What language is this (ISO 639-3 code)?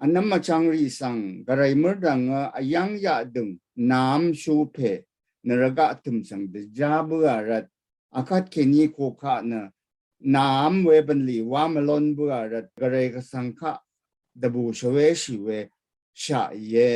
raw